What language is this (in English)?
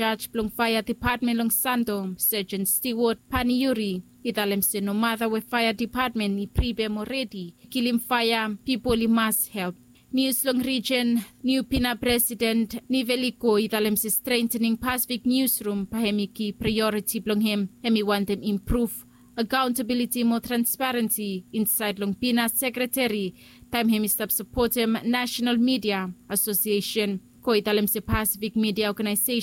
Bislama